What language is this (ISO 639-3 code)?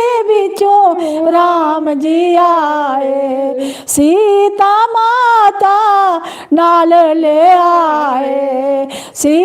doi